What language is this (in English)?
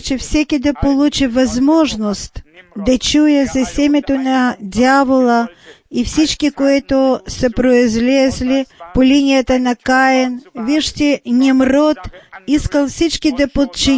Bulgarian